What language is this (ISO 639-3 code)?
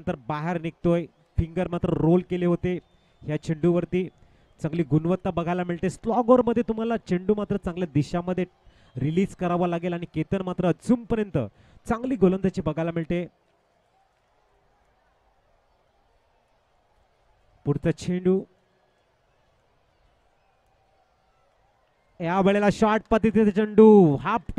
mar